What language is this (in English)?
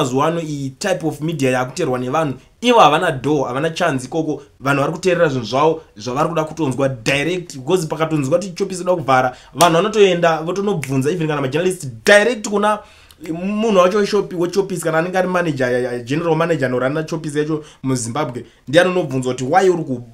Shona